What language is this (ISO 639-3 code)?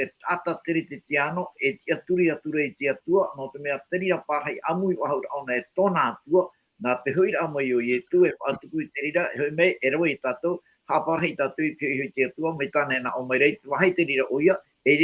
tah